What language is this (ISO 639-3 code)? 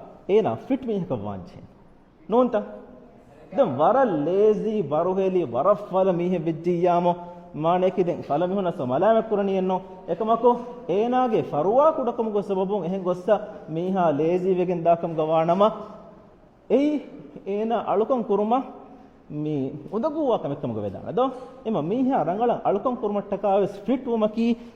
div